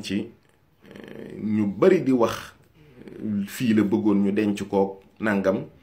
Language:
Wolof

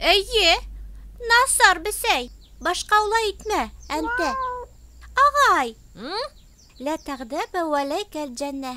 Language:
Bashkir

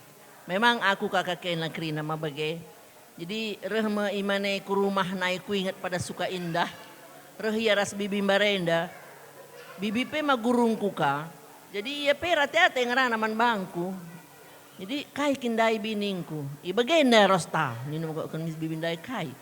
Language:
Batak Karo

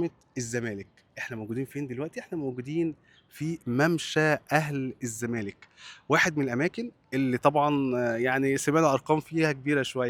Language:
Egyptian Arabic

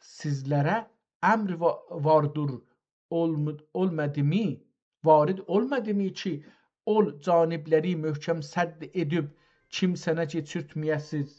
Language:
South Azerbaijani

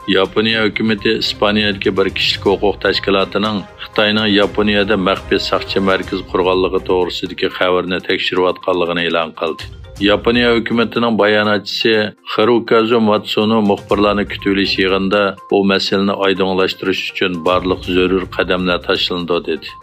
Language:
Uyghur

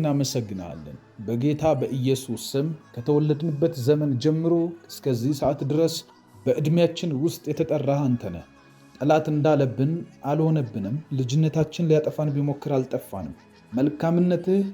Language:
Amharic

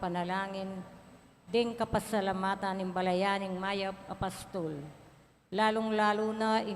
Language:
Pampanga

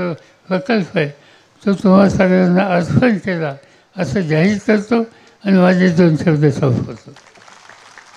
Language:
Marathi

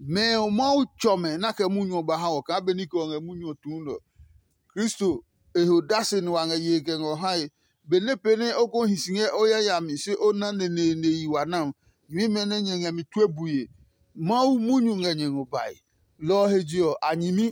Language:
Adangme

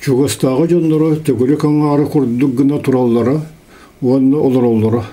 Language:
Yakut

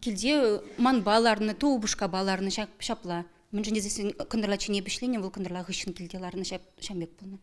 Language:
Chuvash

